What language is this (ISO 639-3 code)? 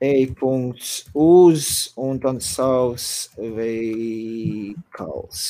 lav